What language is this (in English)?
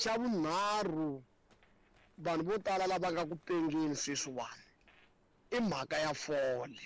Tsonga